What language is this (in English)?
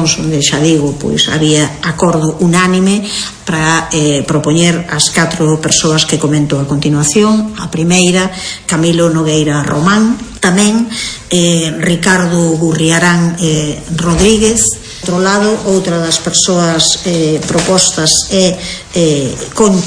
Galician